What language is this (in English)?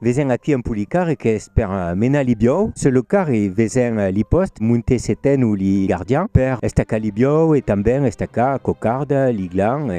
Occitan